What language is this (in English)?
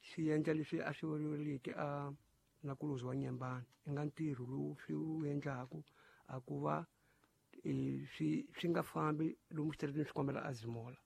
Tsonga